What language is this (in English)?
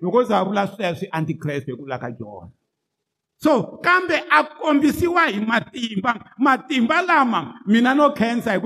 Tsonga